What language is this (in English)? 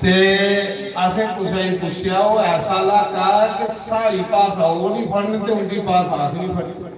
Dogri